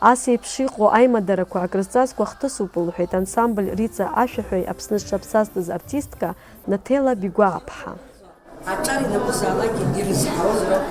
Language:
Abkhazian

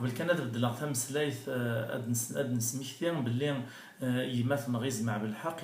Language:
Kabyle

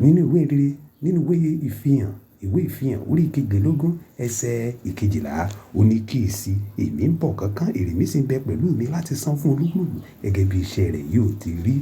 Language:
Yoruba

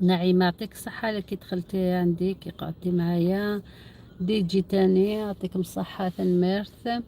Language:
Algerian Arabic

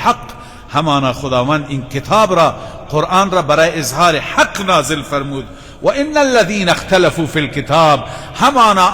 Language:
Persian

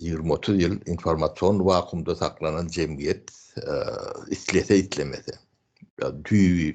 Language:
Turkmen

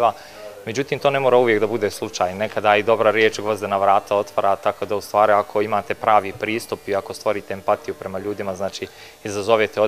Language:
Bosnian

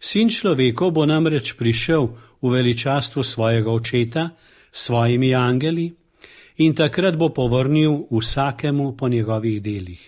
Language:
Slovenian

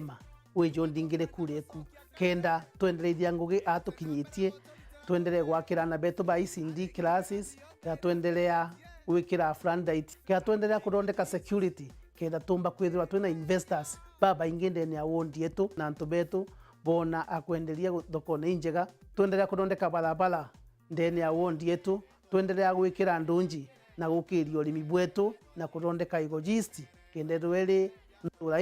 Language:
Meru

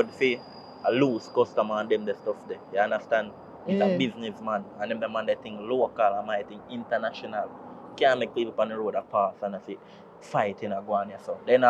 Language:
Jamaican Creole English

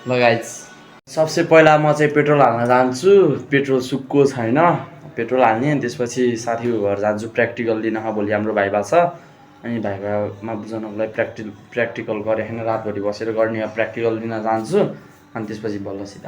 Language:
Nepali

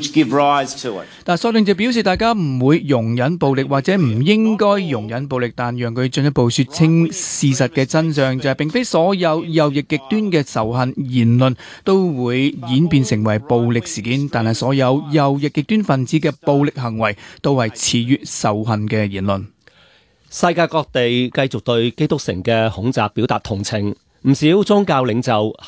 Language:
Cantonese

